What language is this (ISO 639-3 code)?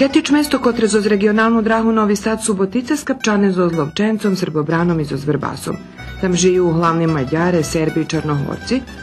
rue